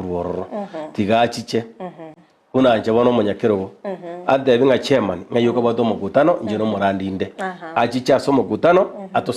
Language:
Gusii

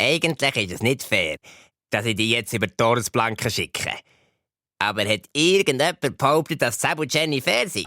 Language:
Swiss German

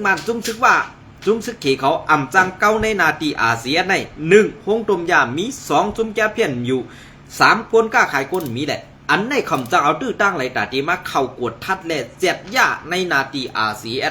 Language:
Shan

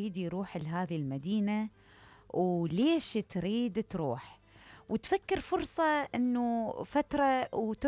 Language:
Mesopotamian Arabic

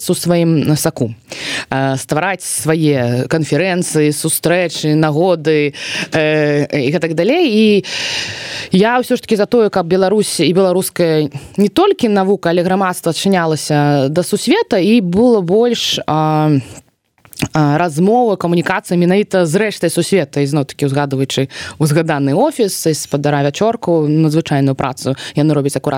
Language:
Belarusian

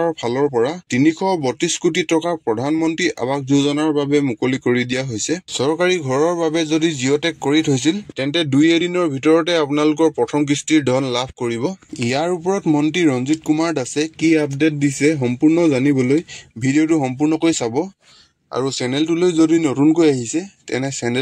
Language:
Assamese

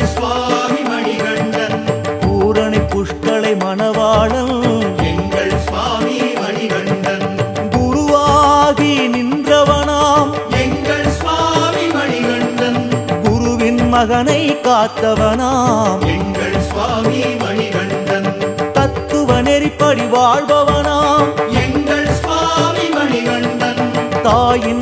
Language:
Tamil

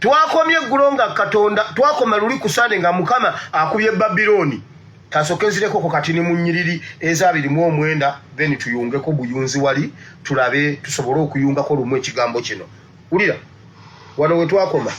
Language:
Ganda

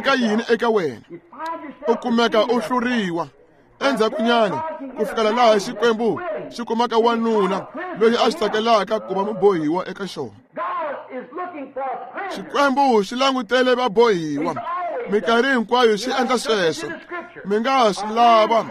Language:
Tsonga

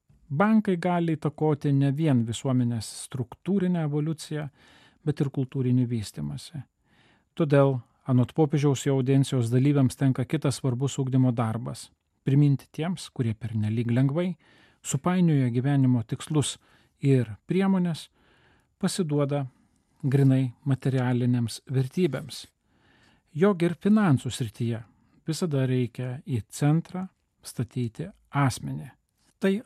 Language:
Lithuanian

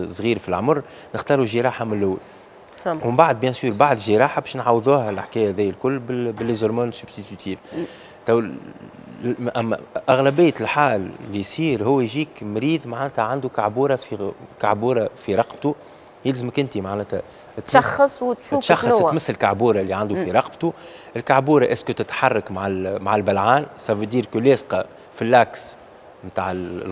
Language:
Tunisian Arabic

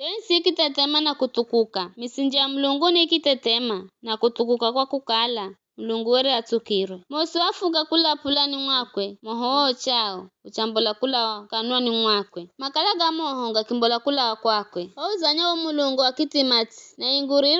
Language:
Giryama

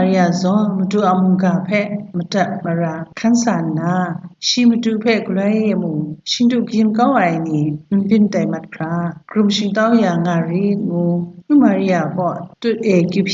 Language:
Kachin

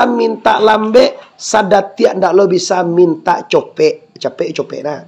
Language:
Minangkabau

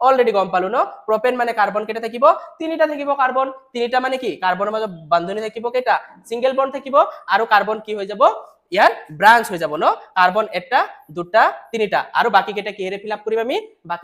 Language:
Assamese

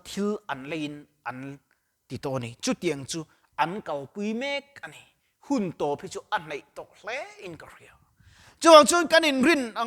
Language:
Mizo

